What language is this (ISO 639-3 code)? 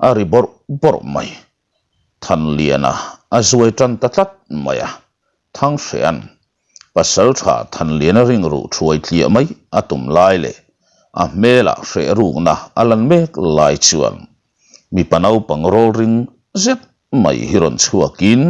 lus